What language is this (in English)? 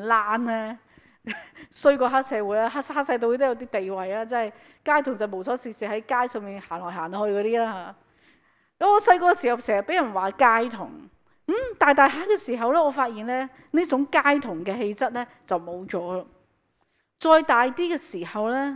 Cantonese